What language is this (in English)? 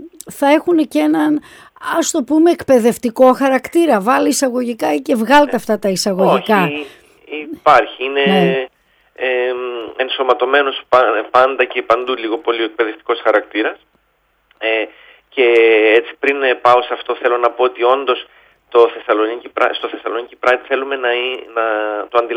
Greek